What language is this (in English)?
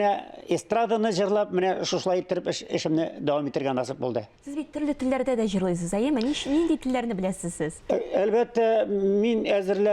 Tatar